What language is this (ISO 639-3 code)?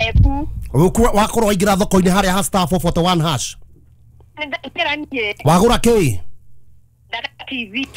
kik